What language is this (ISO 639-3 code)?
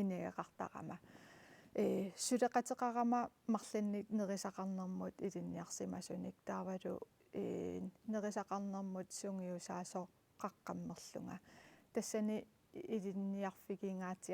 kal